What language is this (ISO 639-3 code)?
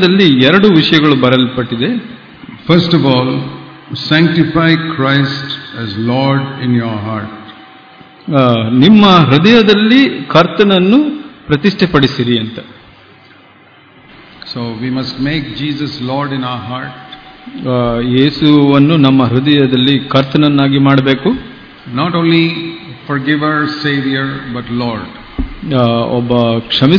kan